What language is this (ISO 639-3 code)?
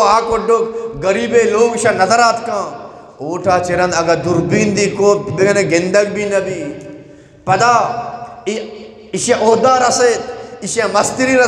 bgp